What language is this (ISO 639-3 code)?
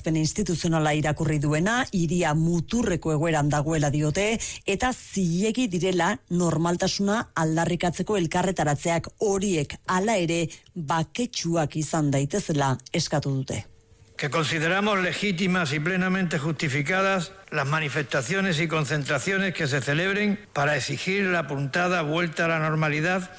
eus